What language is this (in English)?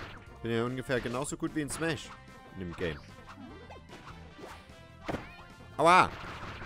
German